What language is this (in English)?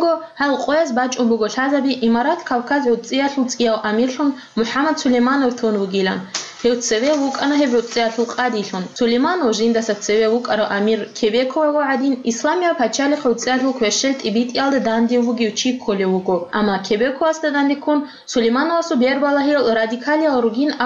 Avaric